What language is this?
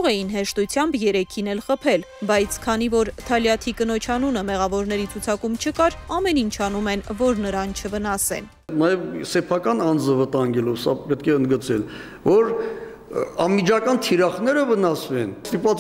Armenian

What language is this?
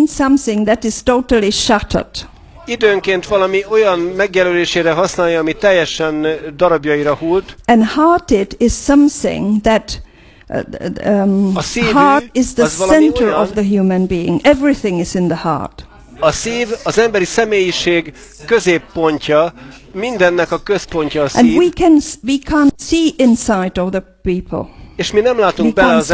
Hungarian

